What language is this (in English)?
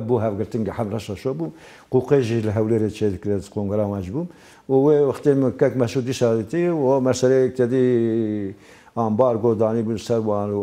Kurdish